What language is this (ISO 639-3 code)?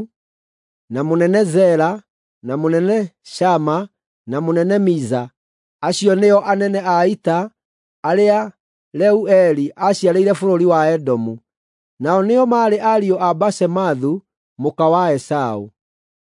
kik